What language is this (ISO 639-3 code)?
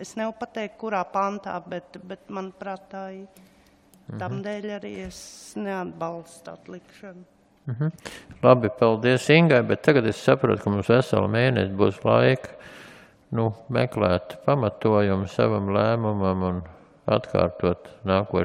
lav